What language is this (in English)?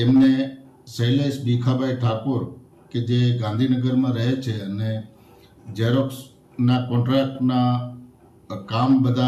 Gujarati